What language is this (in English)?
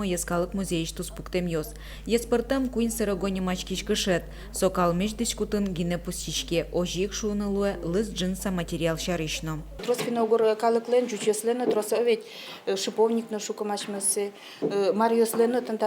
Udmurt